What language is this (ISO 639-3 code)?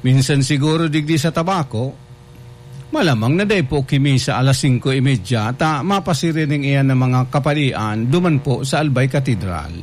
bik